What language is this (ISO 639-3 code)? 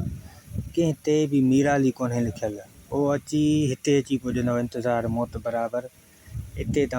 snd